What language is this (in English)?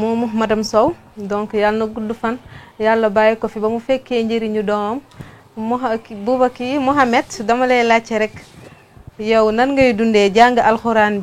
Wolof